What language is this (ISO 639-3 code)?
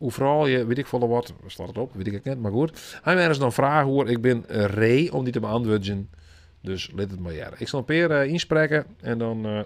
fry